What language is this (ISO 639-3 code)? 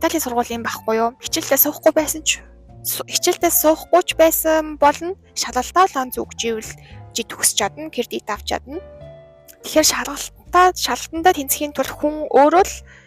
mon